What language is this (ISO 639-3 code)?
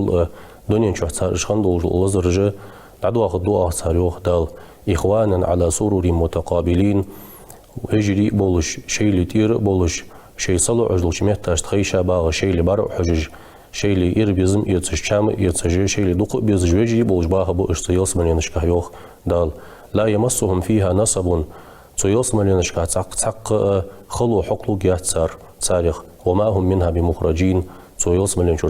inh